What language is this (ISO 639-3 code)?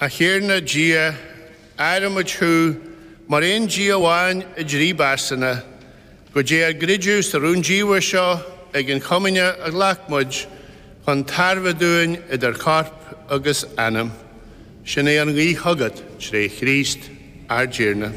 gle